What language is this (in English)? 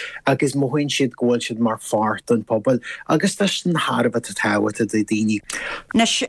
Irish